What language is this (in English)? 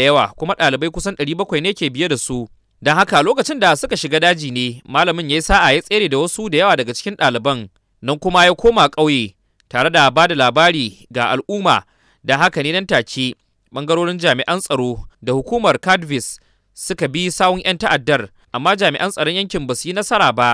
Hausa